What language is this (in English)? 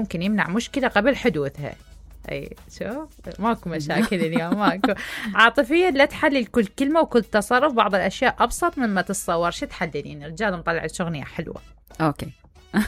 Mesopotamian Arabic